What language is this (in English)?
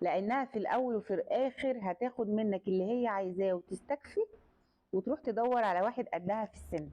Egyptian Arabic